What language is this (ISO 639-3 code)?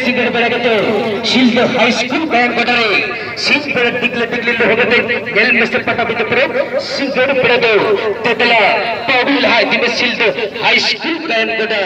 sat